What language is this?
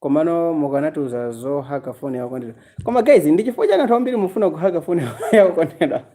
Nyanja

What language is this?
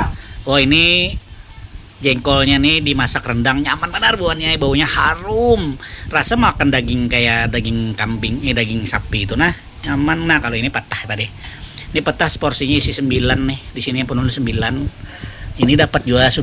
Banjar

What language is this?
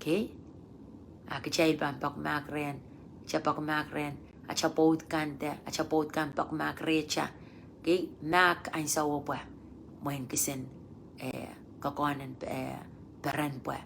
Pohnpeian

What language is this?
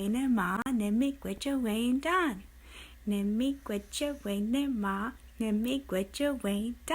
Ojibwa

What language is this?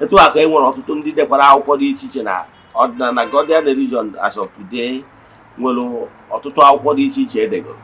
Igbo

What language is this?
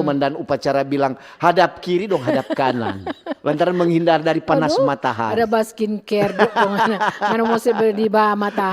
Manado Malay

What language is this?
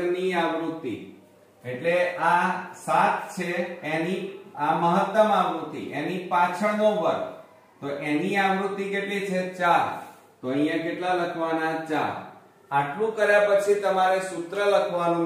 Gujarati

